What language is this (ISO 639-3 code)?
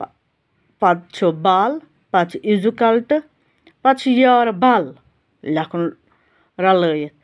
kas